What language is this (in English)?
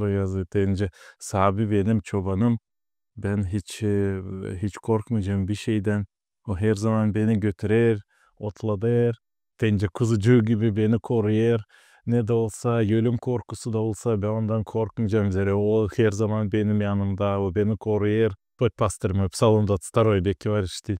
Gagauz